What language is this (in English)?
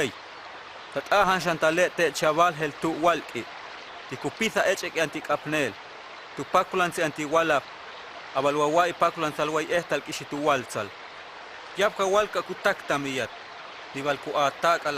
Huastec